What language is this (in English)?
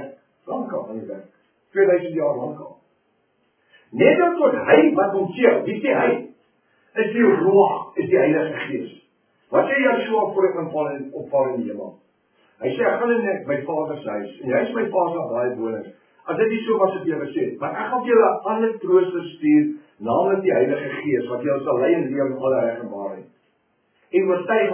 Afrikaans